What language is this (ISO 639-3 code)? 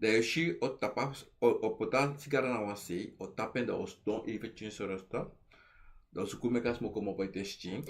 srn